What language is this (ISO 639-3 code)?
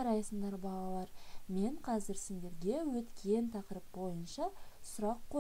kaz